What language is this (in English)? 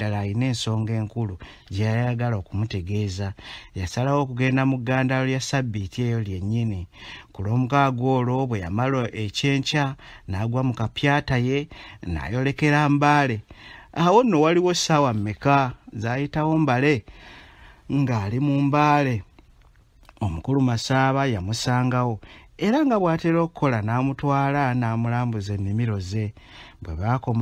Ganda